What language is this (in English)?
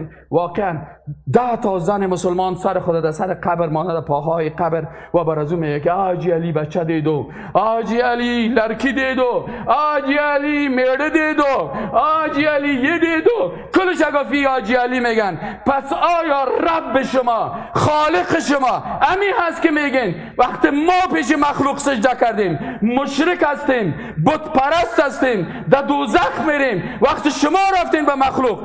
Persian